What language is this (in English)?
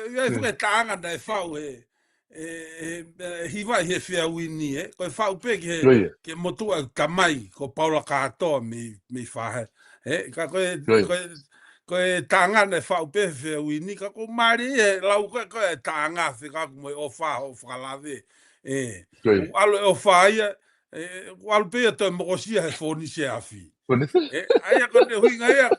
Tongan